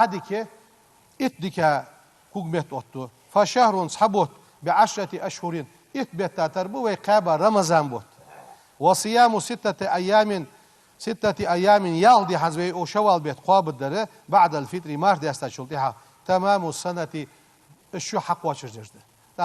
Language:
Ingush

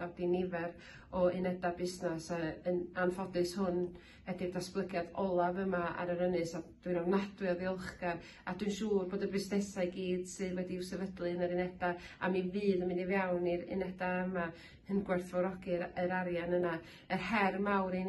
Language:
Welsh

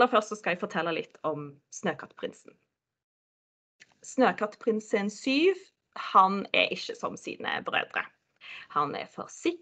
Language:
Norwegian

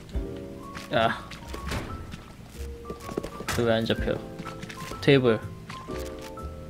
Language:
Korean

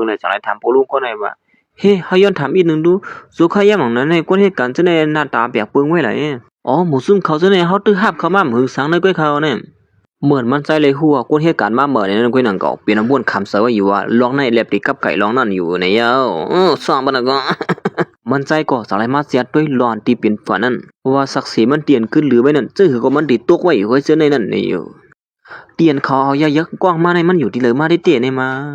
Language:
Shan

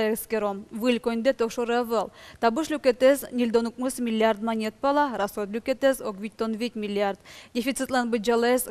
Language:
Udmurt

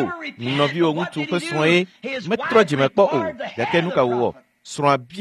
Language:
Ewe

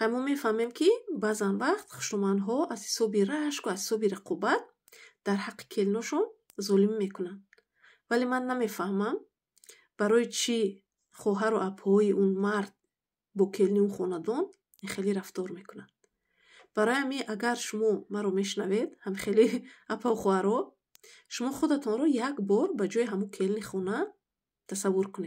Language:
Tajik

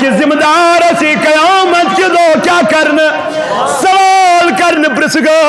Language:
Kashmiri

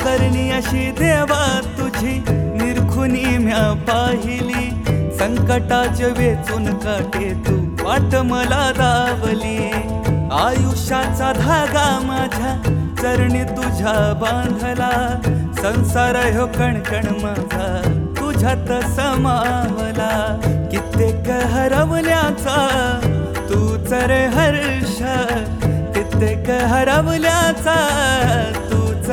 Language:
Marathi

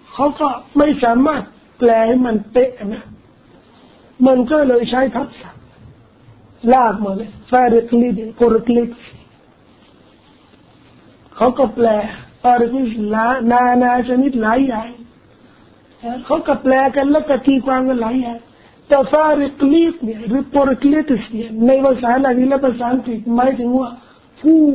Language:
Thai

